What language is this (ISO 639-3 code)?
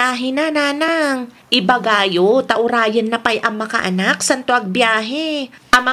ilo